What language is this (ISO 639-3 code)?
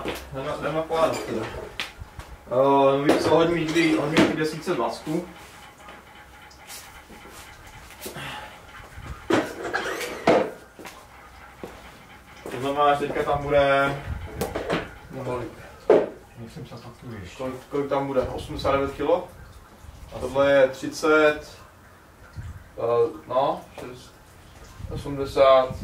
ces